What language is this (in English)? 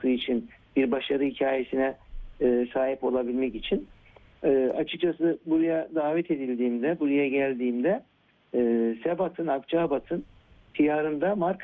Turkish